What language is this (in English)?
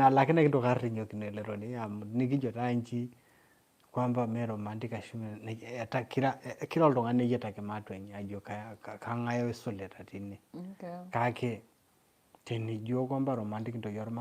Masai